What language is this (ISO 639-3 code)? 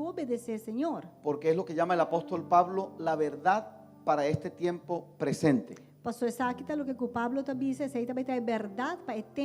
pap